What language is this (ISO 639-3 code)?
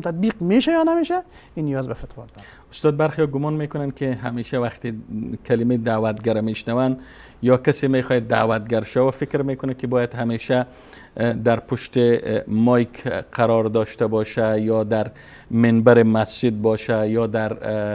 fas